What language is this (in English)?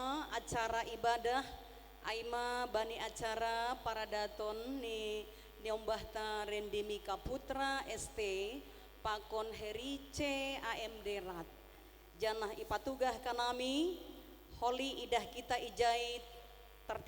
Batak Simalungun